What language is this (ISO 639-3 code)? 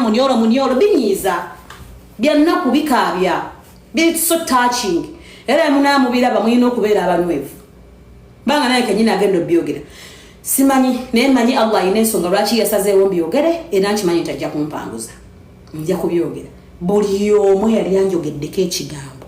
lug